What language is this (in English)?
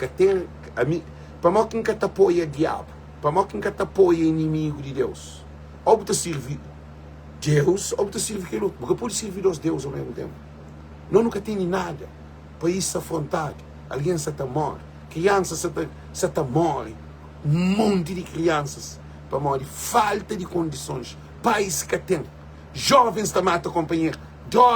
Kabuverdianu